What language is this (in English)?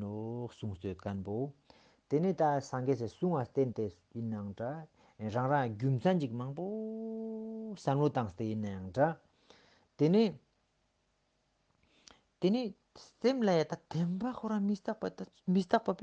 Ladakhi